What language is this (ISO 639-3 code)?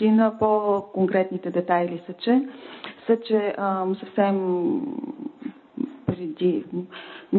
bul